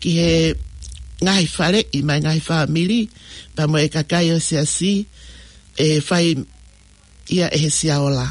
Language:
Tongan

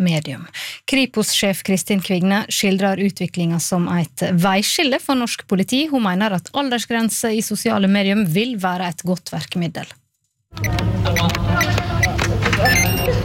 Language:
Norwegian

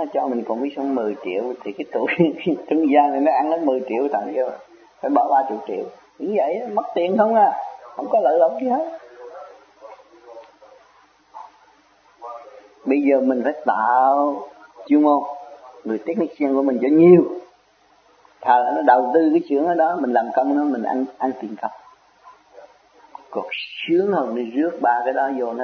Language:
Vietnamese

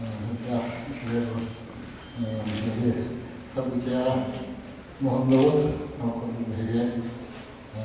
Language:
Yakut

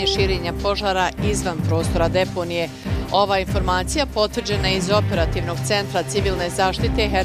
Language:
Bosnian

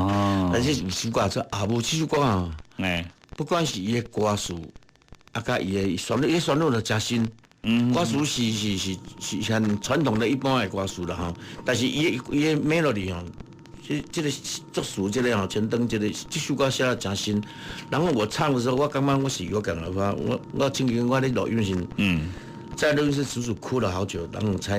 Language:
Min Nan Chinese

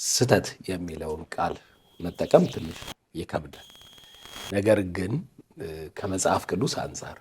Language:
Amharic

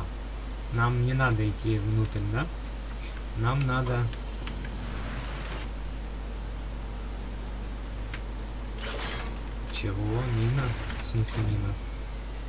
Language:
Russian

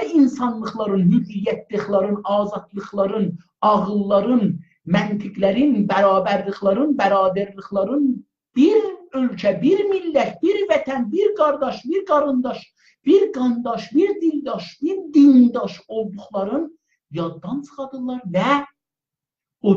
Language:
South Azerbaijani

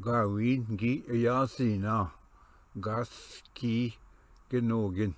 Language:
Ojibwa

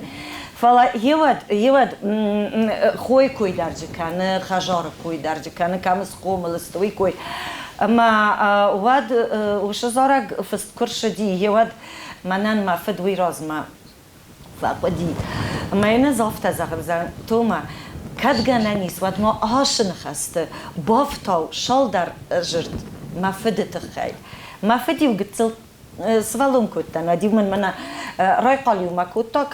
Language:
Ossetic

